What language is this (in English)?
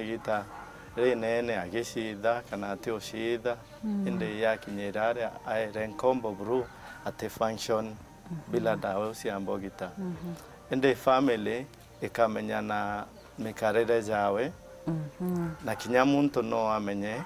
Meru